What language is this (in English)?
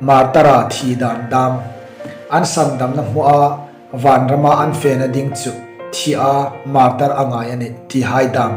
Hmar